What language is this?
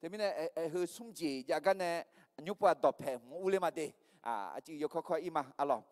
Akha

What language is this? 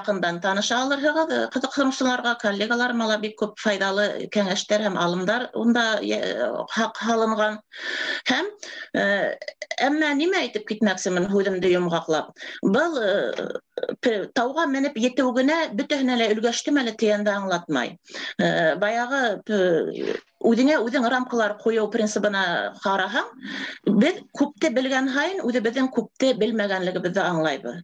Bashkir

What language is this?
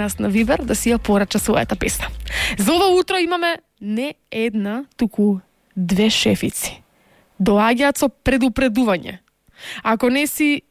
Macedonian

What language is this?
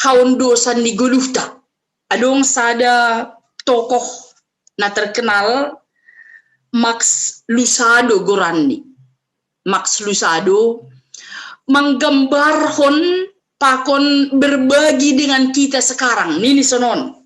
Batak Simalungun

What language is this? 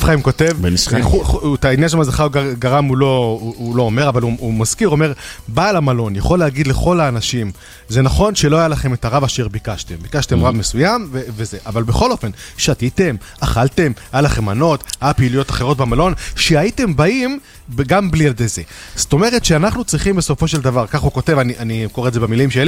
Hebrew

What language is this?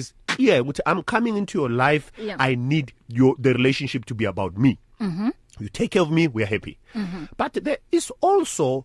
English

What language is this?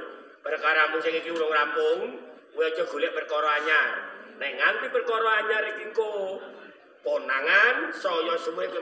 Javanese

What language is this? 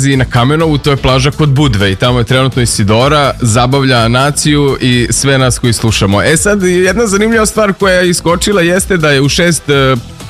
Serbian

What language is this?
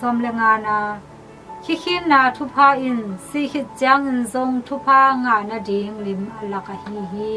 Tedim Chin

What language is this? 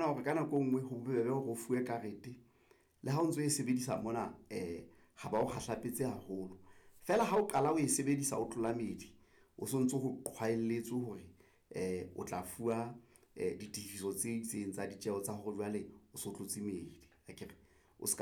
Southern Sotho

